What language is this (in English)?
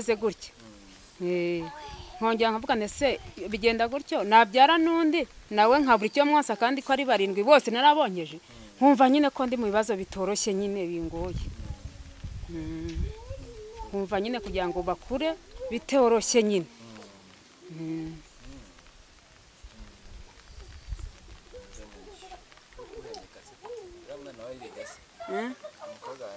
Kinyarwanda